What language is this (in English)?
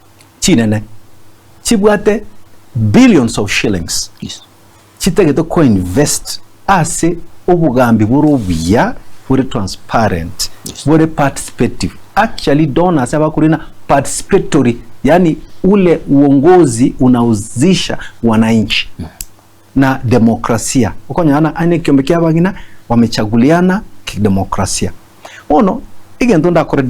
Gusii